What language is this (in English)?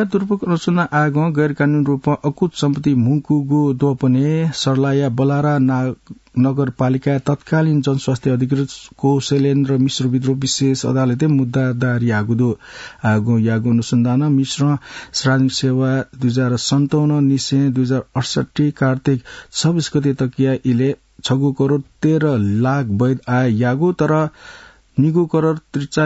Newari